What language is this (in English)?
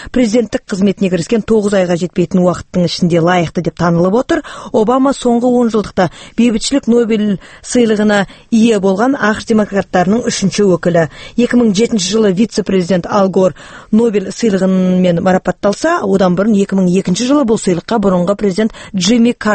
Kazakh